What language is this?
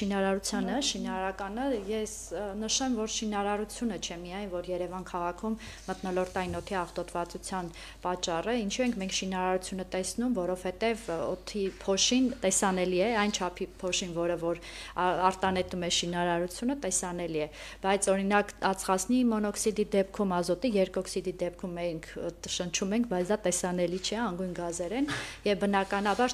Armenian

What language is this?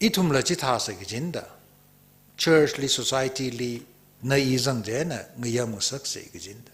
Tangkhul Naga (India)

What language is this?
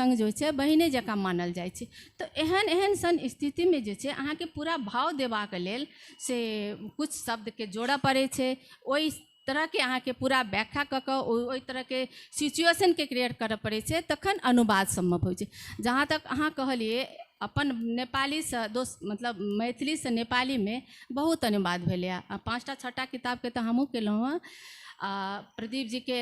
Maithili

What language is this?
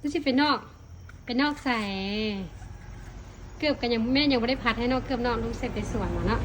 Northeastern Thai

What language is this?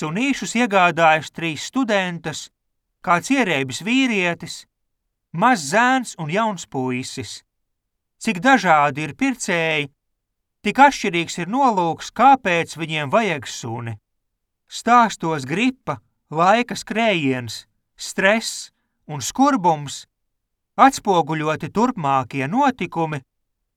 Latvian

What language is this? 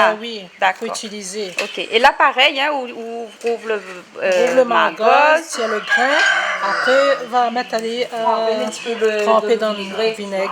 Réunion Creole French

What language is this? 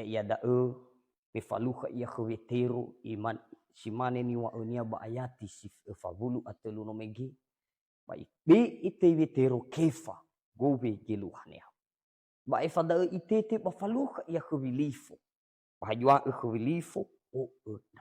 Nias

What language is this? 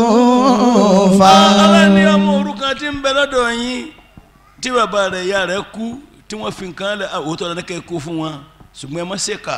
Yoruba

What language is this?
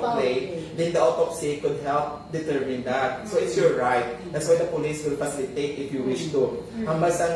Hiligaynon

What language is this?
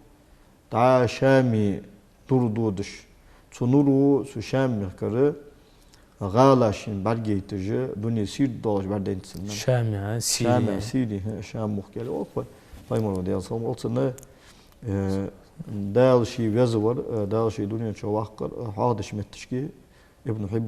Ingush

